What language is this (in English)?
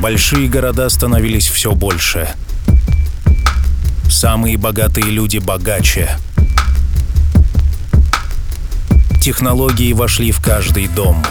Russian